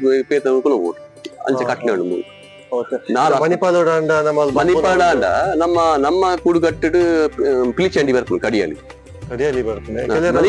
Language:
Tulu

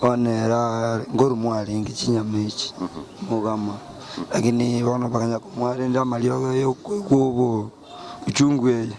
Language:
Gusii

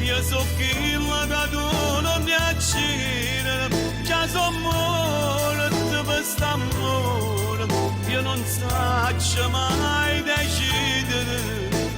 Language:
Neapolitan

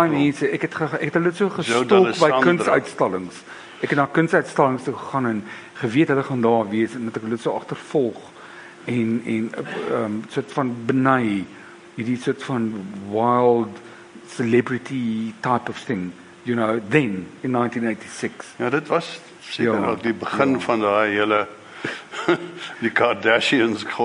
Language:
Afrikaans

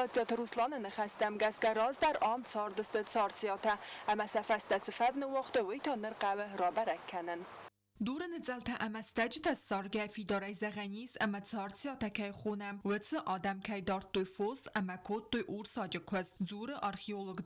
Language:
Ossetic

